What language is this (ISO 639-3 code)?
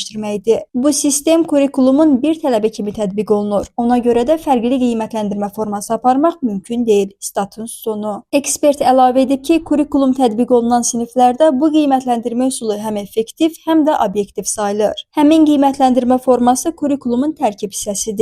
aze